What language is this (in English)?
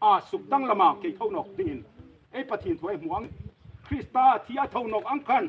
Hmar